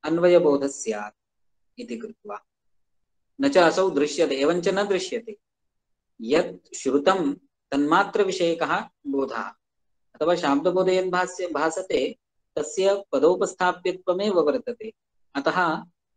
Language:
Sanskrit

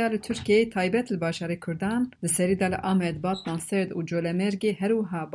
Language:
Kurdish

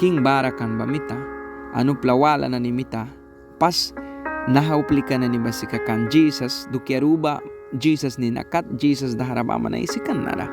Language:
Mískito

